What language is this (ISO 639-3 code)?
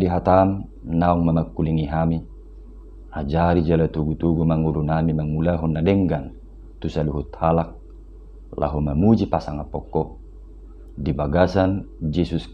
bbc